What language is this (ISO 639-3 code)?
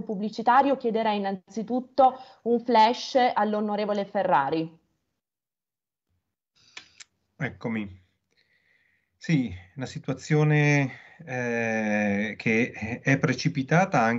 ita